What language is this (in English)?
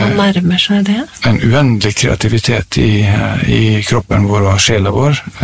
Norwegian